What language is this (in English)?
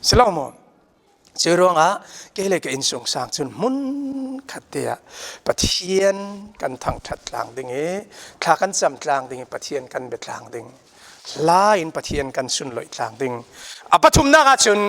Falam Chin